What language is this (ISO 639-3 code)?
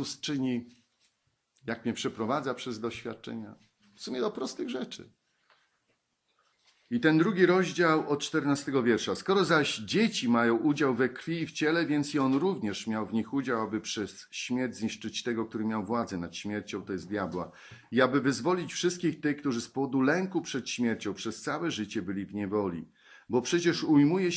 pol